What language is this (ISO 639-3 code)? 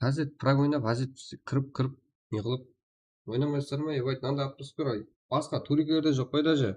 kaa